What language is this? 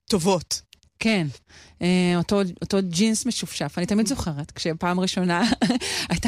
Hebrew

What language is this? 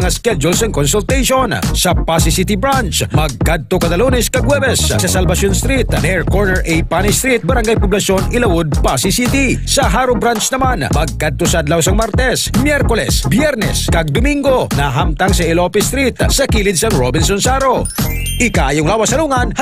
Hiligaynon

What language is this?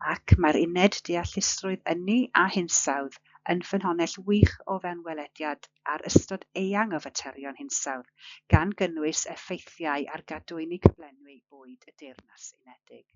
Welsh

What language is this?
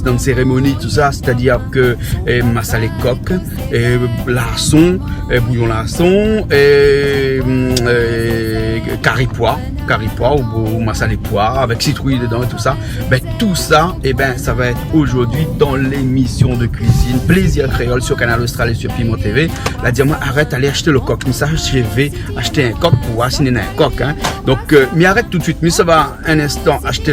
Réunion Creole French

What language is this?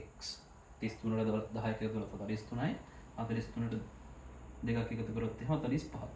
Sinhala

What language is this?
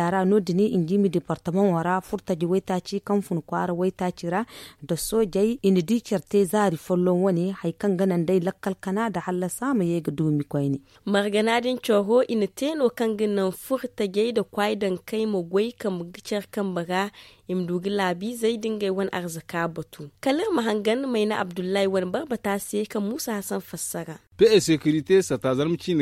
Zarma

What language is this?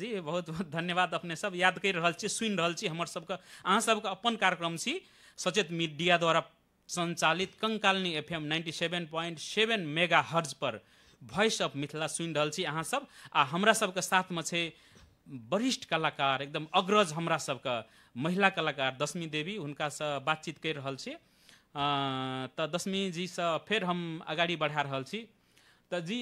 Maithili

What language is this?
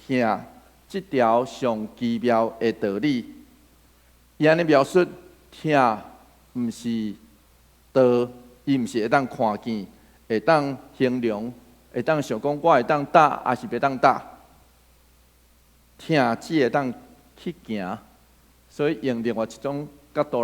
Min Nan Chinese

